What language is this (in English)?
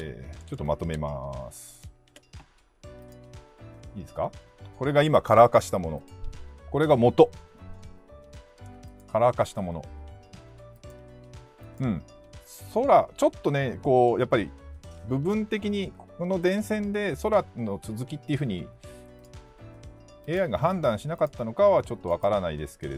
Japanese